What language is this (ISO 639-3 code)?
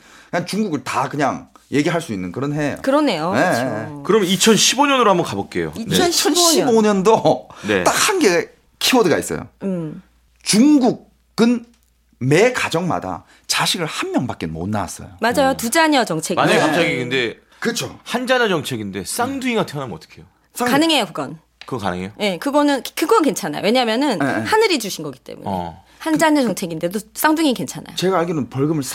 kor